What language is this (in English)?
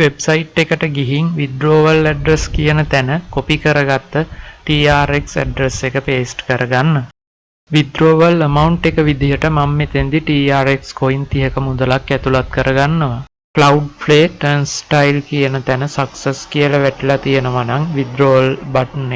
Sinhala